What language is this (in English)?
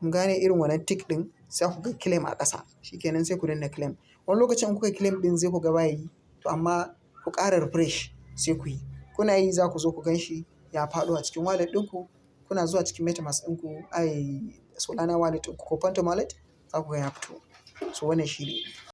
Hausa